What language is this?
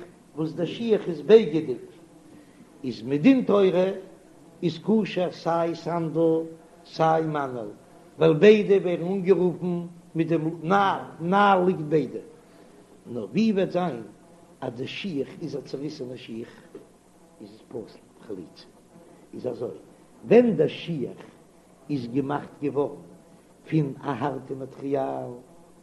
Yiddish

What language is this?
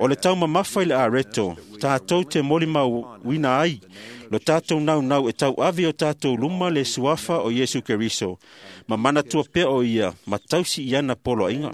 Samoan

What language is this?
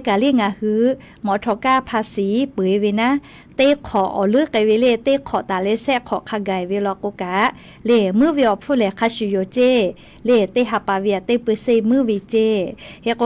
Lahu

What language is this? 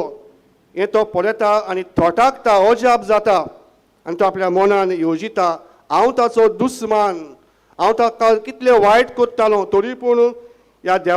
Konkani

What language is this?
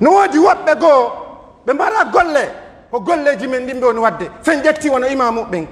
Pular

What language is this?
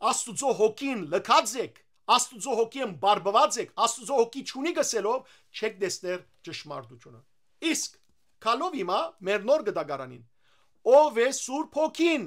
Western Armenian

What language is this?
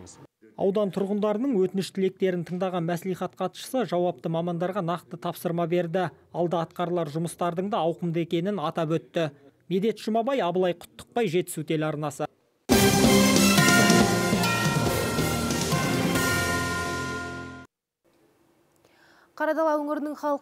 Kazakh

